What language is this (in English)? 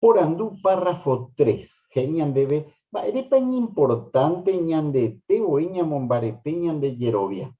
Guarani